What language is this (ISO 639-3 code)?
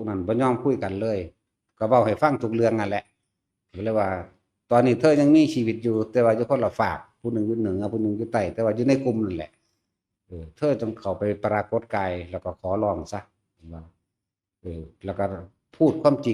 tts